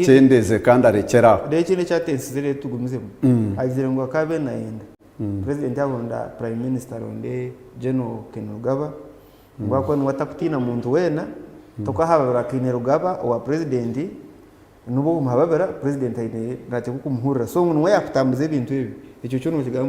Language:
Nyankole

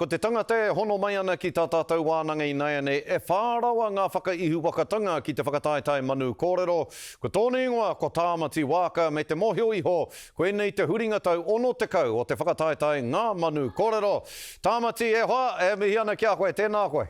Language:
Māori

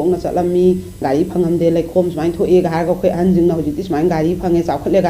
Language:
Manipuri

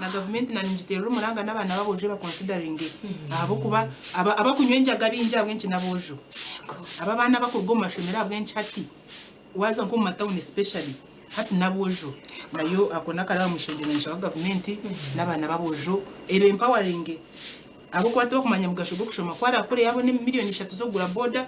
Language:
Nyankole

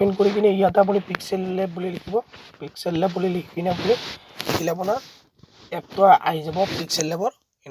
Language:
Assamese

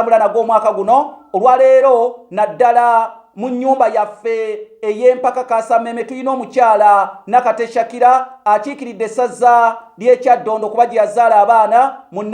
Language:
Ganda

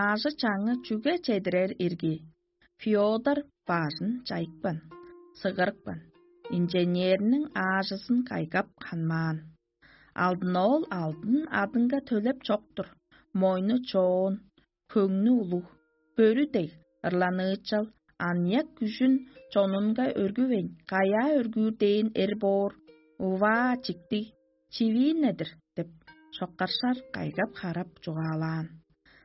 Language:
Tuvinian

